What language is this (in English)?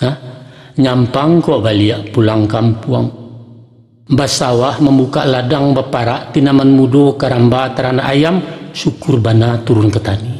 Minangkabau